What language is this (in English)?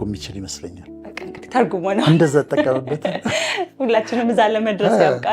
Amharic